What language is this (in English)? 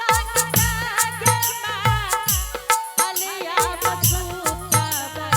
Angika